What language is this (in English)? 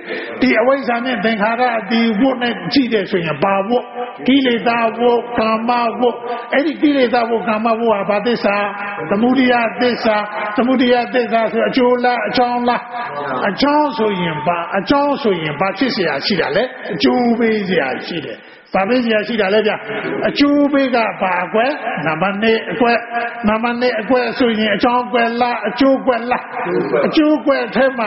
Burmese